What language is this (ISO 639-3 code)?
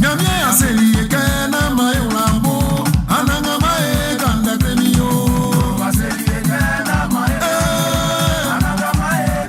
bci